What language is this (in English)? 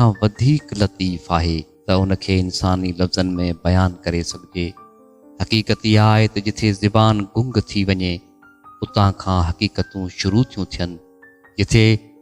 Sindhi